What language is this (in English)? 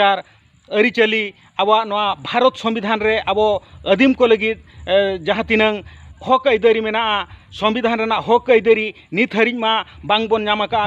Santali